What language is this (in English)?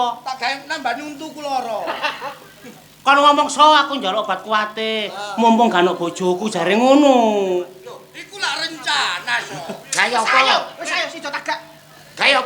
Javanese